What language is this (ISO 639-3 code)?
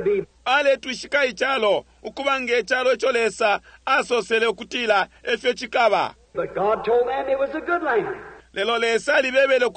bem